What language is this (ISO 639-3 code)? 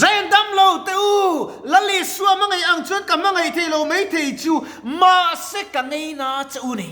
lus